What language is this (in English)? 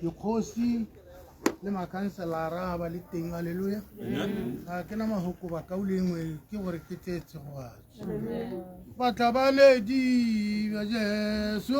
Tswana